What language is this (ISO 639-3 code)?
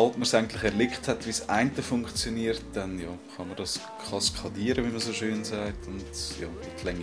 gsw